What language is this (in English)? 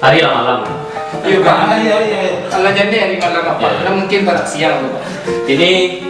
Minangkabau